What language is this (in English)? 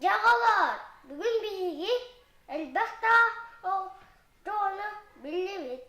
Yakut